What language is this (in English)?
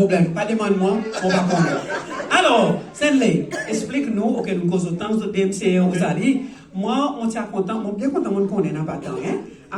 Seselwa Creole French